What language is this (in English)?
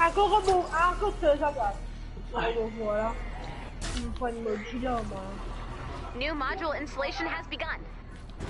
Morisyen